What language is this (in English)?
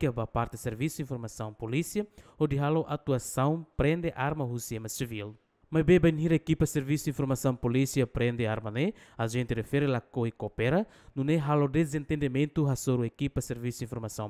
Tetum